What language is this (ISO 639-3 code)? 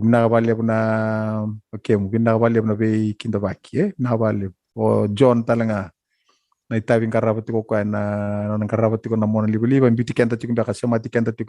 fij